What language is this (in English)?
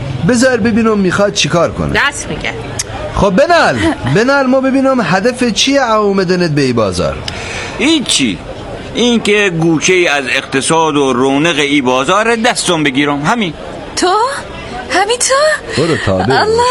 Persian